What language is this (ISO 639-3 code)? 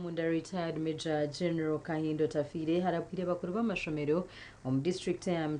nyn